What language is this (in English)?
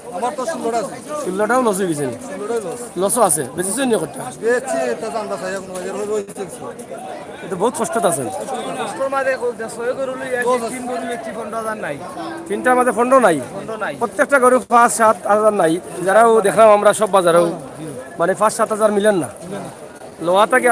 Sylheti